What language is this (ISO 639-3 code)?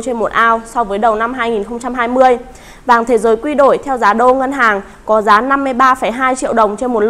vie